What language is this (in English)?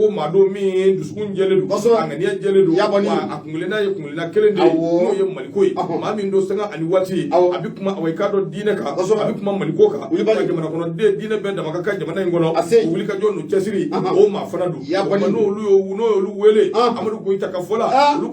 Bambara